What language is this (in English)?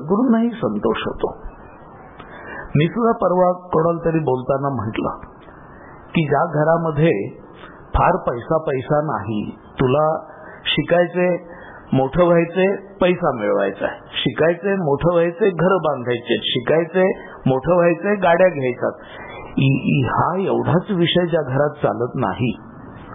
Marathi